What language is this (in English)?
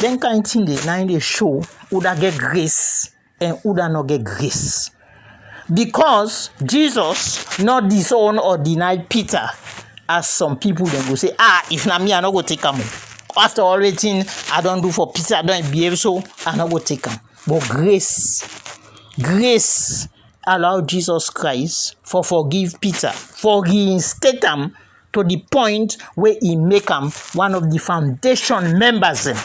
Krio